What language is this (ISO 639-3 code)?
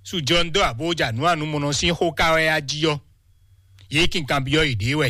fon